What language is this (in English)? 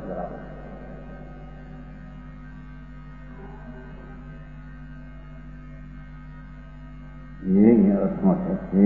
Gujarati